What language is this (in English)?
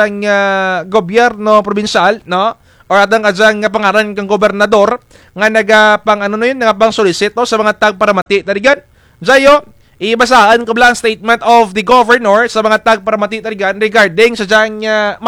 Kinaray-a